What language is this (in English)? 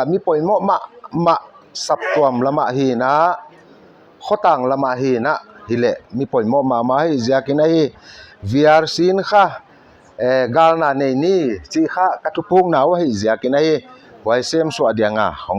Paite Chin